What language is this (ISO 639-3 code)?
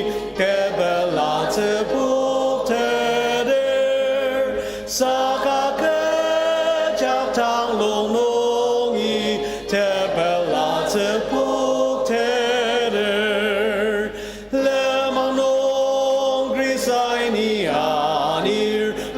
njo